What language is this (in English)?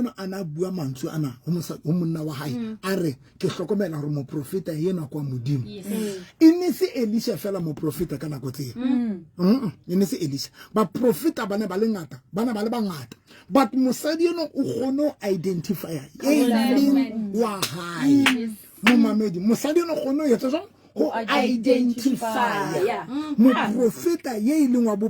Southern Sotho